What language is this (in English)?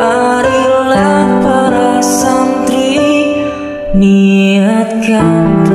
Indonesian